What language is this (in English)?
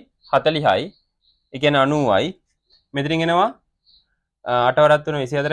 Sinhala